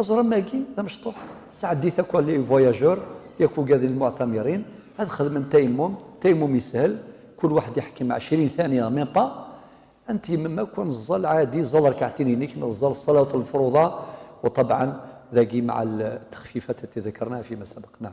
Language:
Kabyle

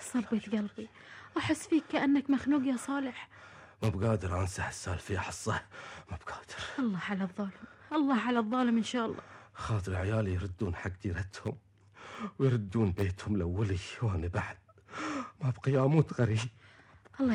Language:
Gulf Arabic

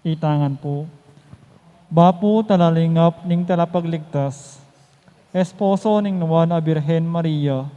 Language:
Pampanga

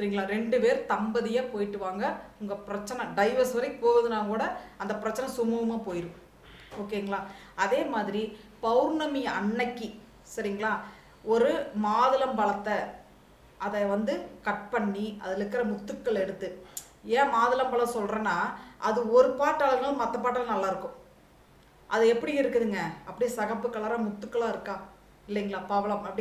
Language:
Tamil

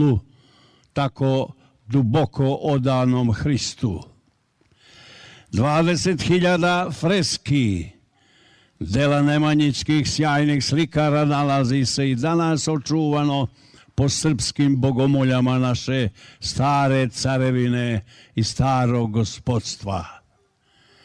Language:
Serbian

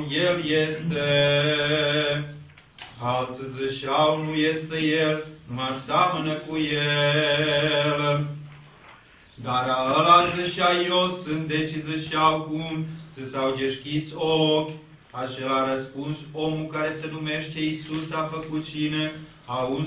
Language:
Romanian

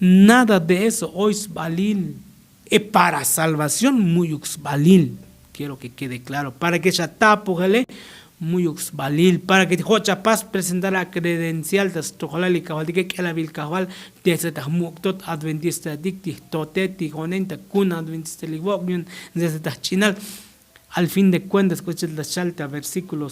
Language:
Tzotzil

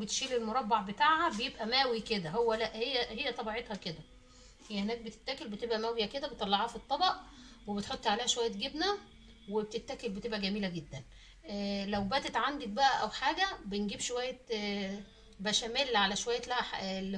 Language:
Egyptian Arabic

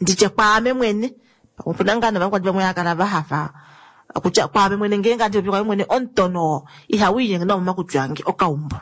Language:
Kuanyama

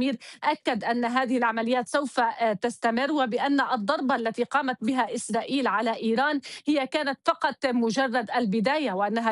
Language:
Arabic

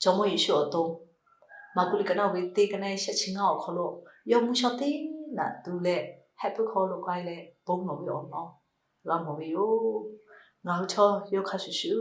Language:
Lahu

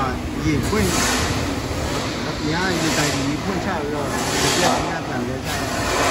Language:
Burmese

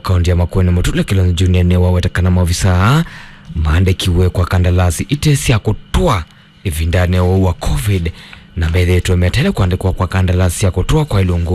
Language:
Kamba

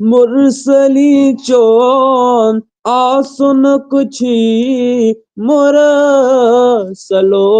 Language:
Kashmiri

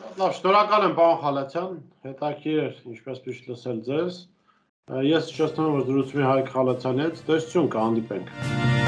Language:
Armenian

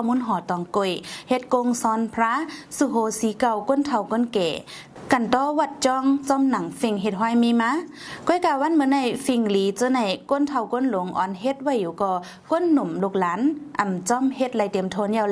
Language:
Shan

